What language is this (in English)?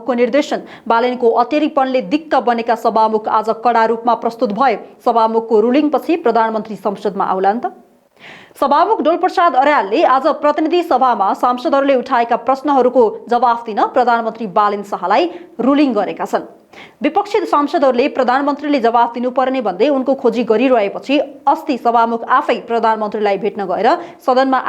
Nepali